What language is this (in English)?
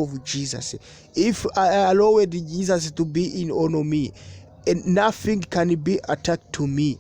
Kinyarwanda